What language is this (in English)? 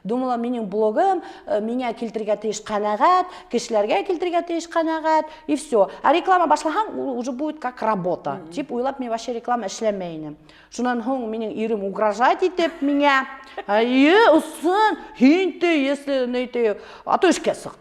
Bashkir